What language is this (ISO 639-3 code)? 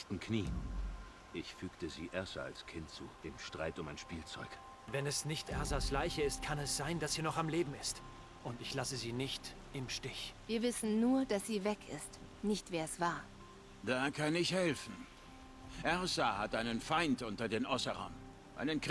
gsw